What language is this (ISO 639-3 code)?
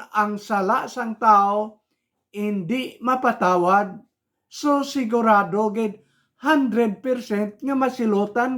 hil